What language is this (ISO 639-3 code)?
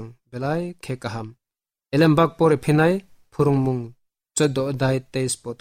trp